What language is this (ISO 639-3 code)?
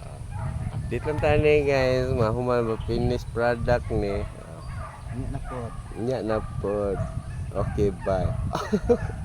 ceb